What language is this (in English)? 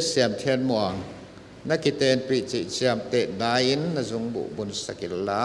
Paite Chin